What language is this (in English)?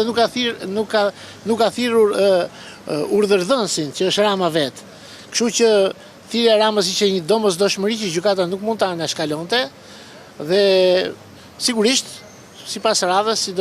Albanian